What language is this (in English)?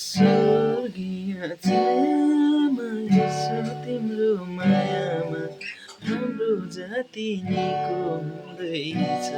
Nepali